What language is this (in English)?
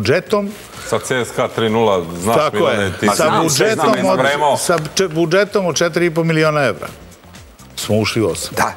Serbian